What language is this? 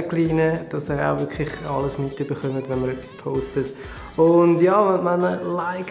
Swiss German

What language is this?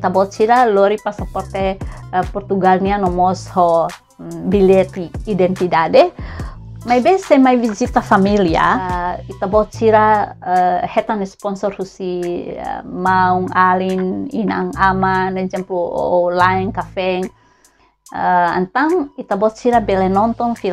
Tetum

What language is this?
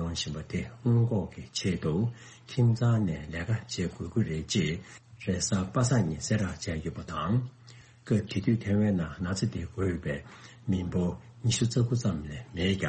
Tibetan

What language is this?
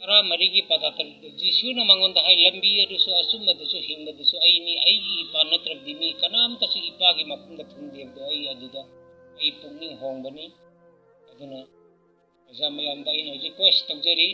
Manipuri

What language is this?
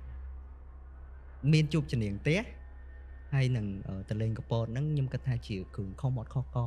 Khmer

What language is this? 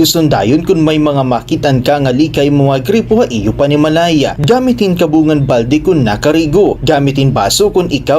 Waray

